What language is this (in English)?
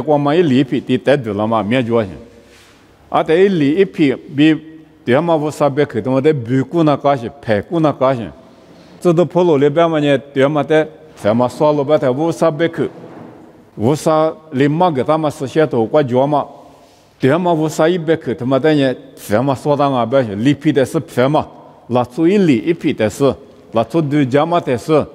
Lisu